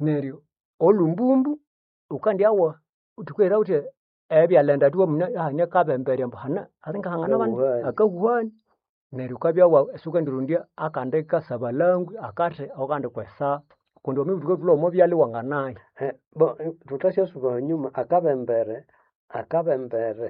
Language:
Nande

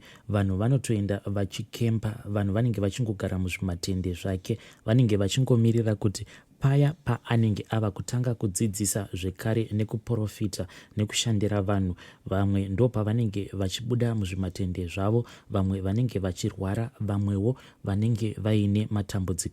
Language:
Shona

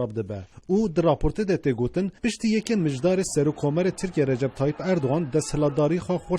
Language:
Kurdish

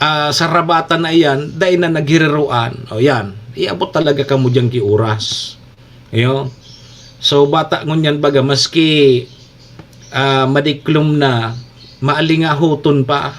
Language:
Bikol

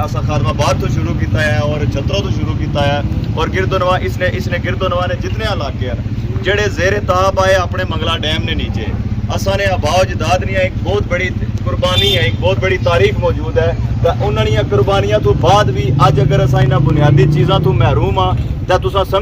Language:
Pahari-Potwari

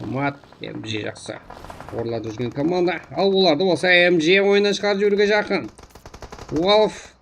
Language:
Kara-Kalpak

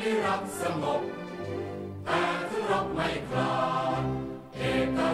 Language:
Thai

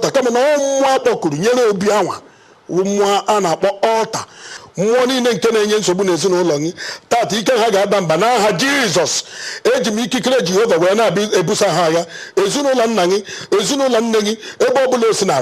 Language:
Igbo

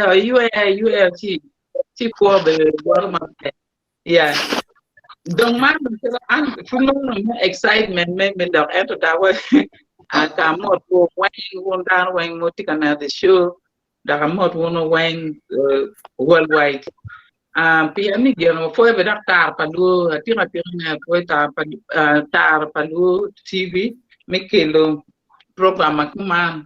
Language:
Acoli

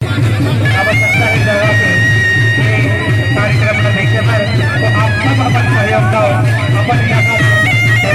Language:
Chhattisgarhi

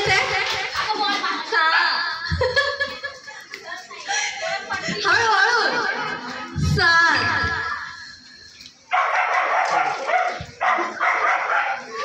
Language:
Marathi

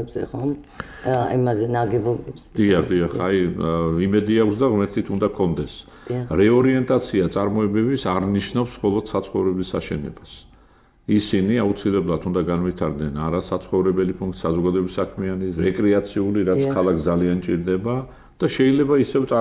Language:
Georgian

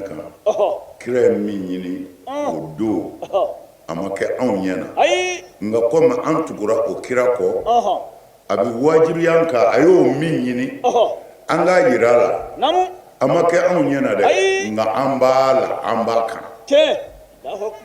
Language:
Bambara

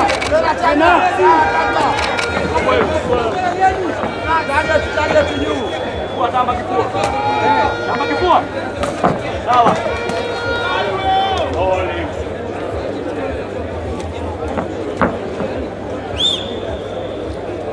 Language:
Swahili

